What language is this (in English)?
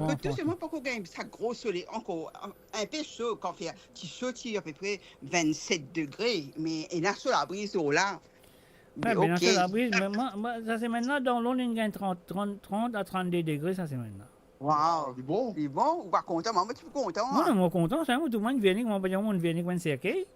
Morisyen